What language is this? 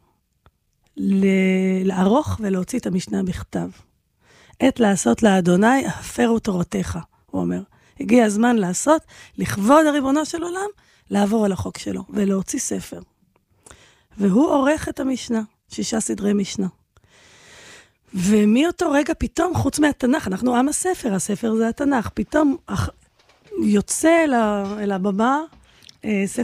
Hebrew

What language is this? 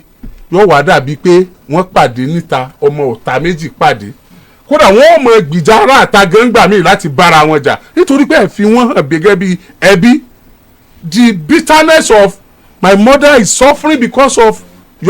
Yoruba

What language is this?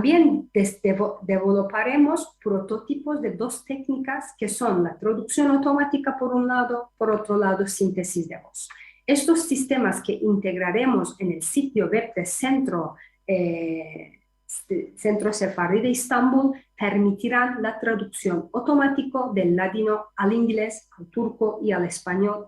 Ladino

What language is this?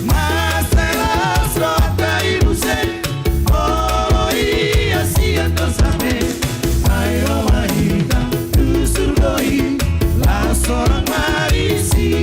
Batak Toba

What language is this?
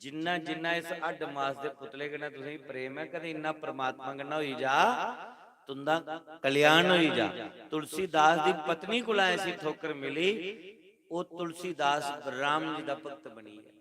Dogri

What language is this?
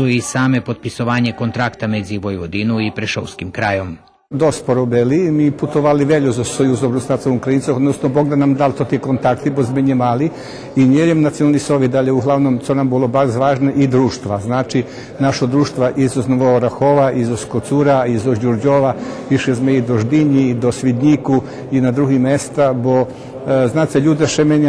Rusyn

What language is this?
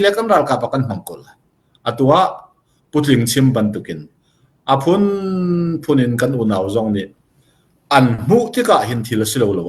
Hakha Chin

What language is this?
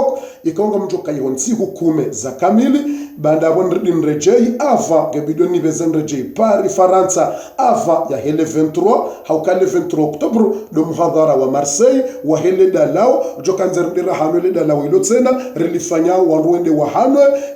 Ngazidja Comorian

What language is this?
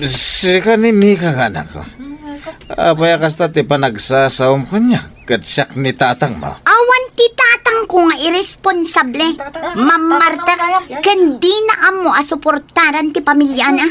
Iloko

